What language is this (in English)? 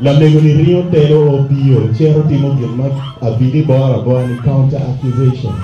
Acoli